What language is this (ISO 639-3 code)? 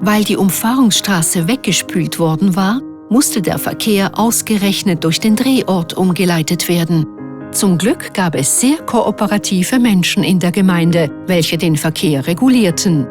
gsw